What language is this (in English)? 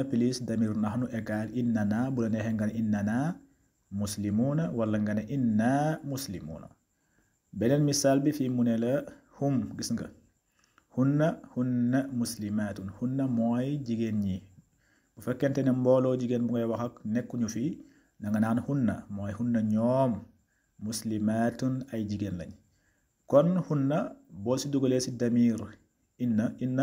Wolof